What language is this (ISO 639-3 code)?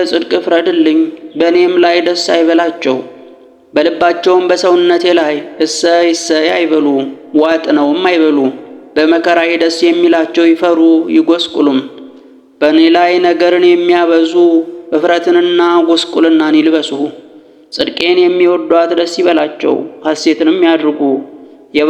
amh